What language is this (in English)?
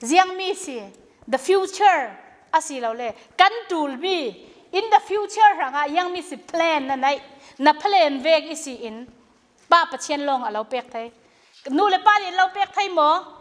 Falam Chin